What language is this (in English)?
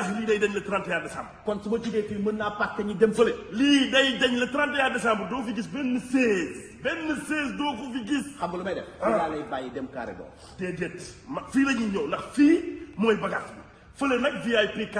Wolof